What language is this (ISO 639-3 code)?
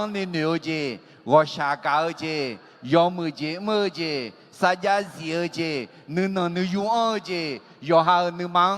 ahk